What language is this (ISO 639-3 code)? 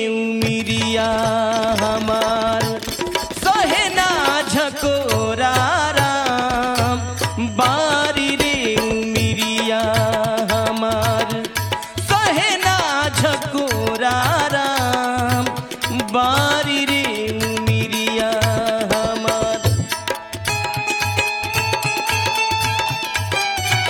bho